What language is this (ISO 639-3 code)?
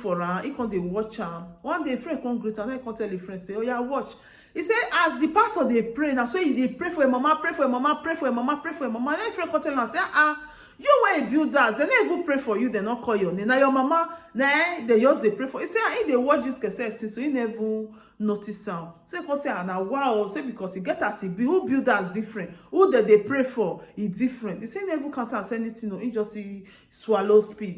pcm